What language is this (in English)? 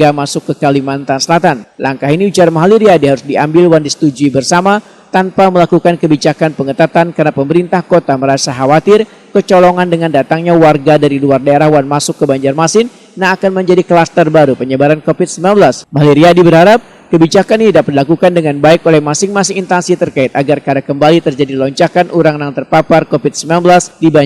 Banjar